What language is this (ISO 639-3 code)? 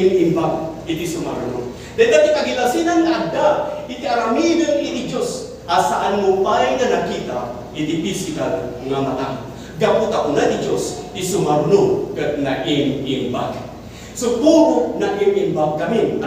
ilo